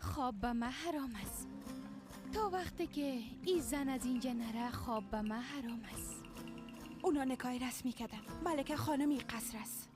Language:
Persian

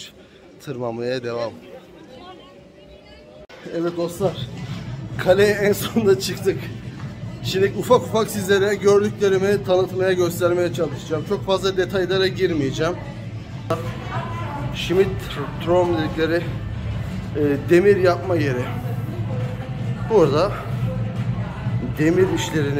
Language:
Turkish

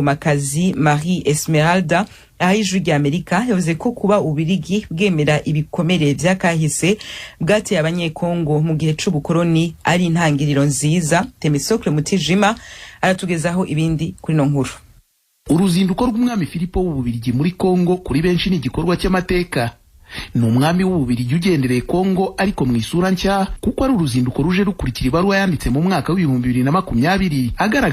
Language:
Kinyarwanda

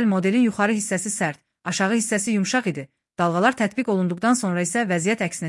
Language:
Azerbaijani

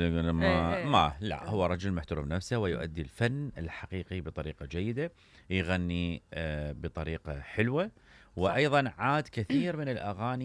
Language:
Mesopotamian Arabic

